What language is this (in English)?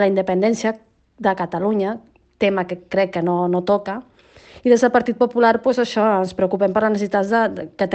Catalan